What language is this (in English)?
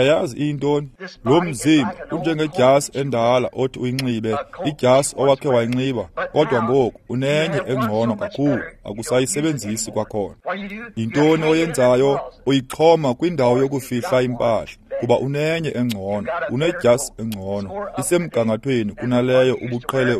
Xhosa